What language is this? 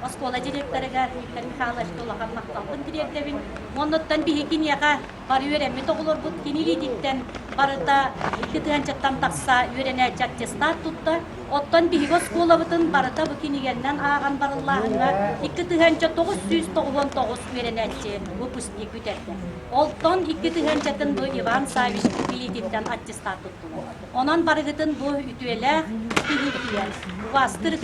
Yakut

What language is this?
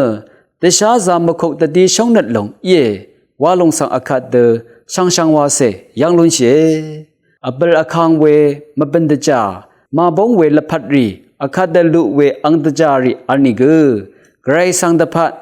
Rawang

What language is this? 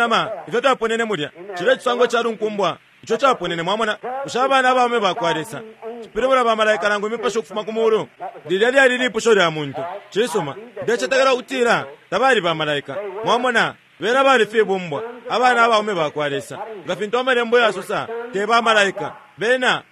Bemba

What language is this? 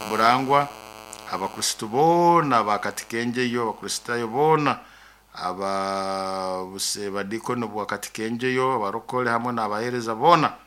Nyoro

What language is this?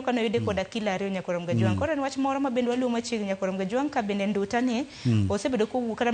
Luo (Kenya and Tanzania)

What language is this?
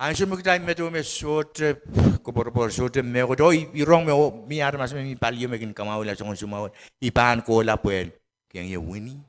Pohnpeian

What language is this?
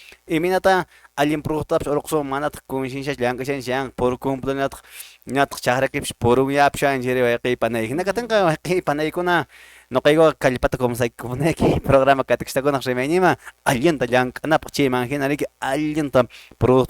Quechua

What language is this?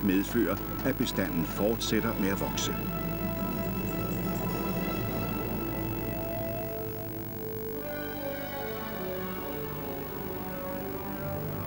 Danish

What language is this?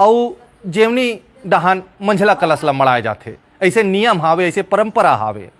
Chhattisgarhi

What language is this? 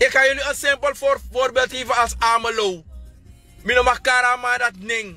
Sranan Tongo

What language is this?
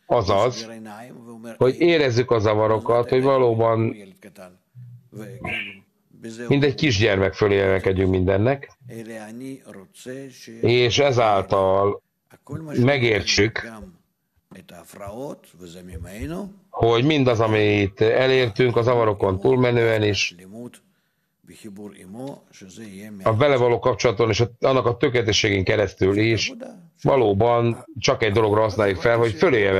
Hungarian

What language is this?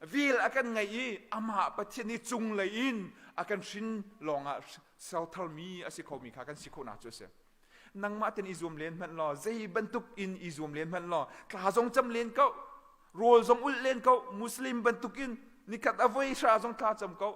Hakha Chin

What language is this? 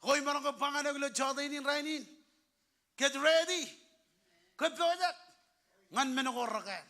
Marshallese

